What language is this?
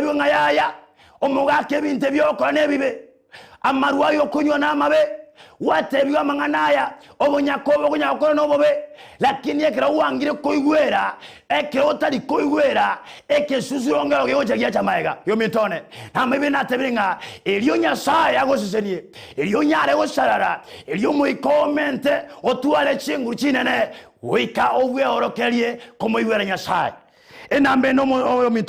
Gusii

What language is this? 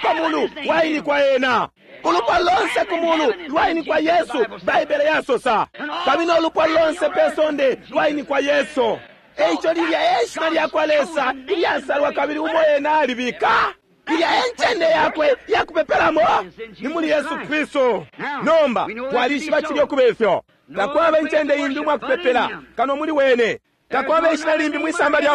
Bemba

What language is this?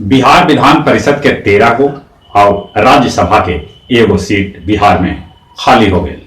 Magahi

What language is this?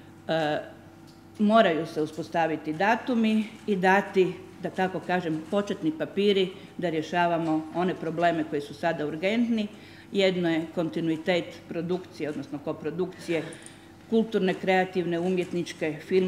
Croatian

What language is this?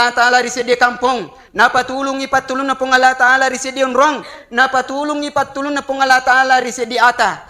Buginese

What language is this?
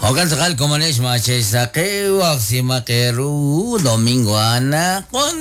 Kekchí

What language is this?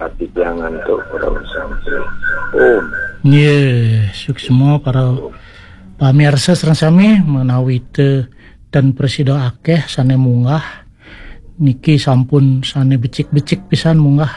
Balinese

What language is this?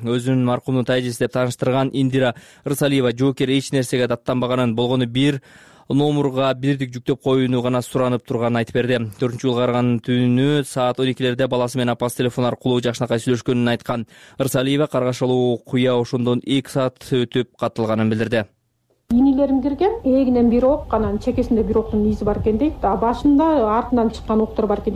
Kyrgyz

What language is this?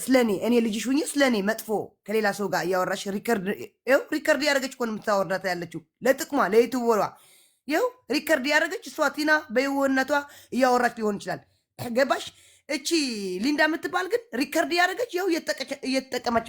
Amharic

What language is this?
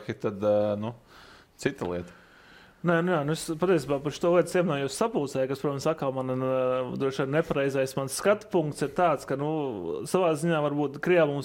Latvian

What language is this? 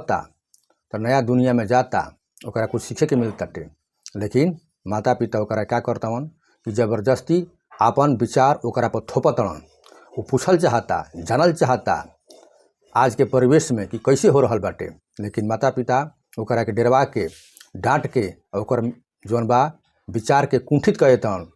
Bhojpuri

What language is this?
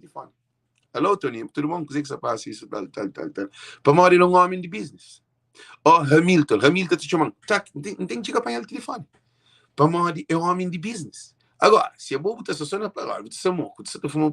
Kabuverdianu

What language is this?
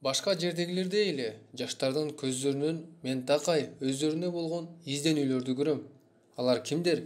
Kyrgyz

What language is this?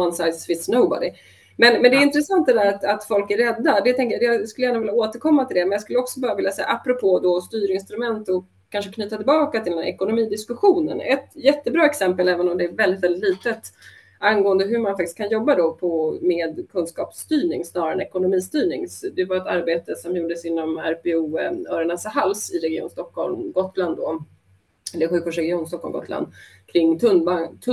Swedish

